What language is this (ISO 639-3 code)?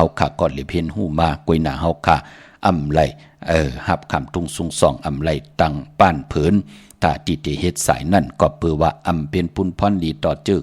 shn